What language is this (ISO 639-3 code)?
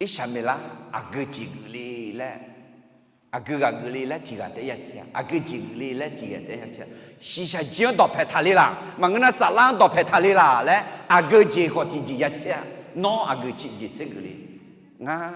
ahk